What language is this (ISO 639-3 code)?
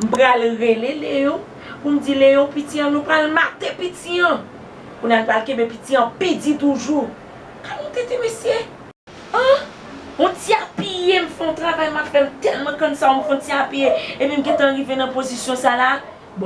hat